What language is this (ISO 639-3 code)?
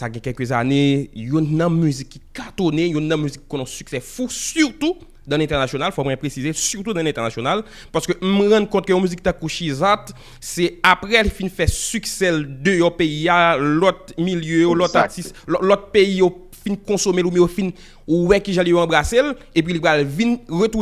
hat